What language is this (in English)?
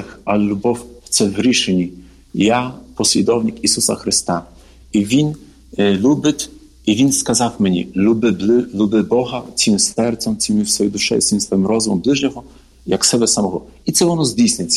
Ukrainian